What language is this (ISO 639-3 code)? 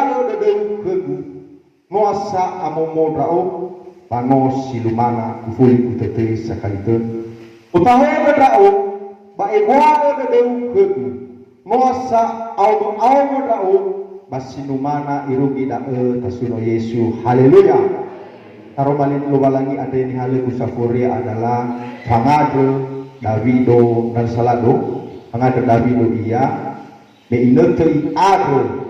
nia